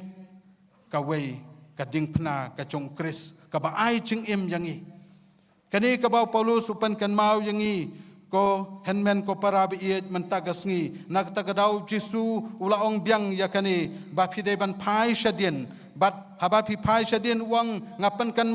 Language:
Khasi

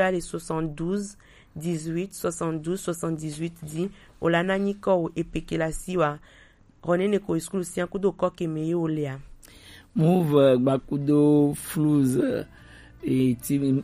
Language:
Gen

